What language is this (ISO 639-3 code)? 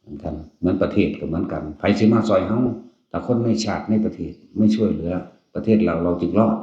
tts